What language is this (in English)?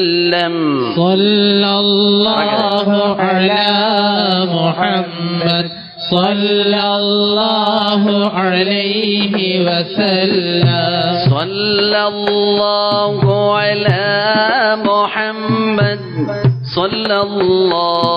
Malayalam